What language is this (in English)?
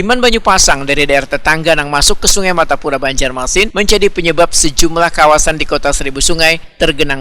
Banjar